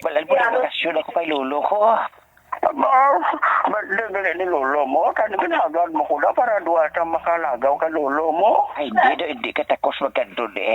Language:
Hiligaynon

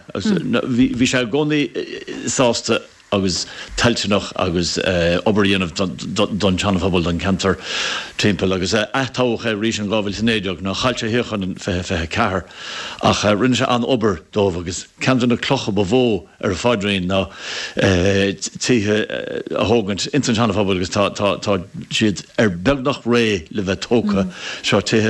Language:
Irish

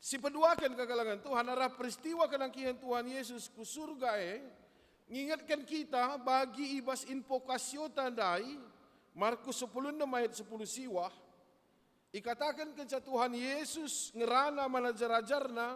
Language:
Batak Karo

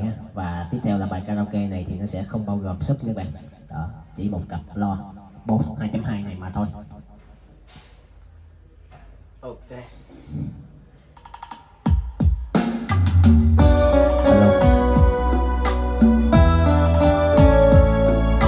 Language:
Vietnamese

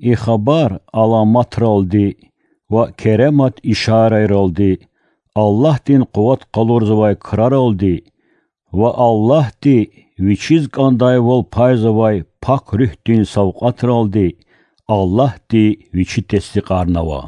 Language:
Lezghian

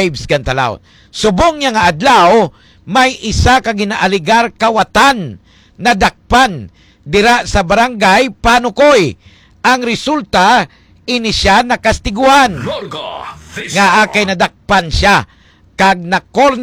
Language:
Hiligaynon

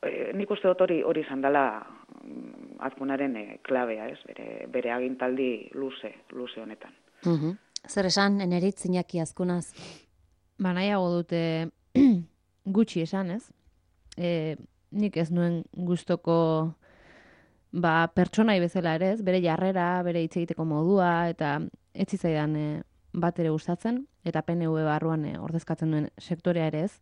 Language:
Basque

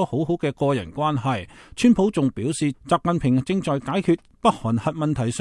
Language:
Cantonese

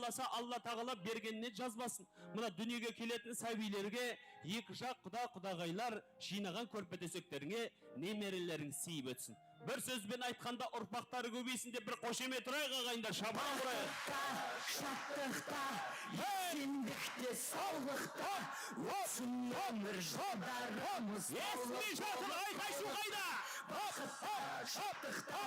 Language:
Kara-Kalpak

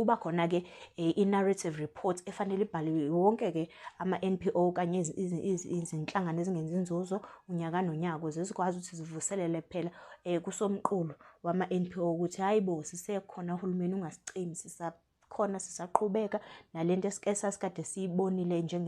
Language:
Zulu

